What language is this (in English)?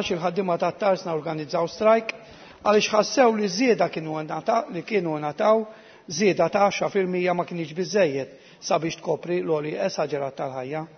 Maltese